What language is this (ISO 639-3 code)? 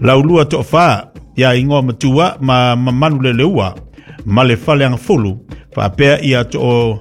smo